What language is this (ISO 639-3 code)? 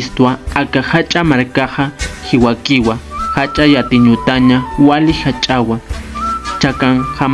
aym